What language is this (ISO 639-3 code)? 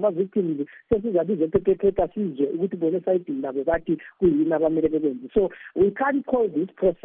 nde